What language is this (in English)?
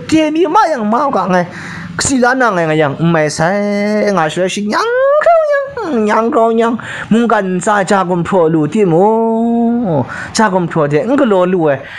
Kachin